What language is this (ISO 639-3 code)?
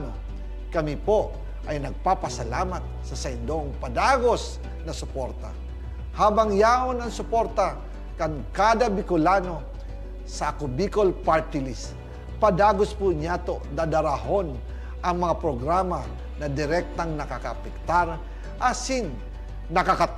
bik